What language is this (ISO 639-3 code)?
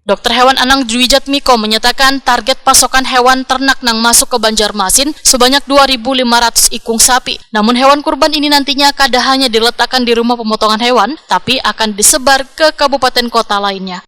bjn